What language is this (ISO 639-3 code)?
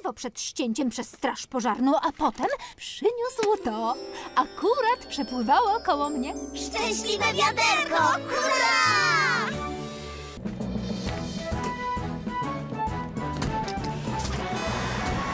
pol